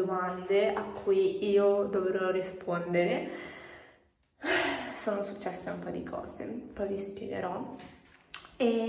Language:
Italian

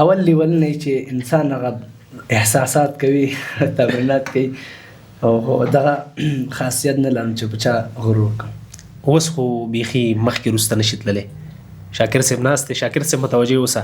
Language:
Pashto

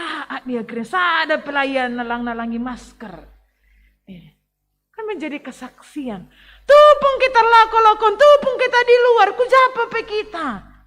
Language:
Batak Karo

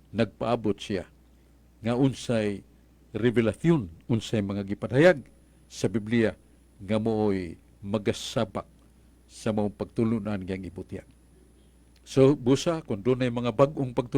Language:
Cebuano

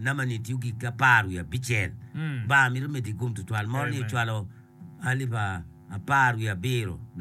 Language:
Acoli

